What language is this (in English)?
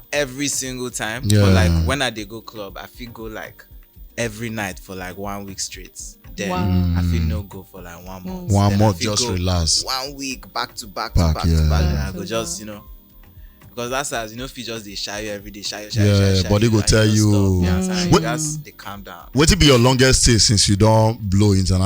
Nigerian Pidgin